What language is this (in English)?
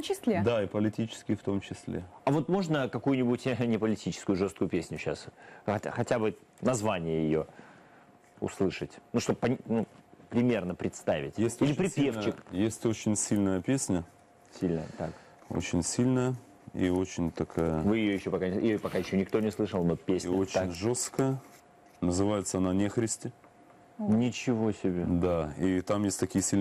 Russian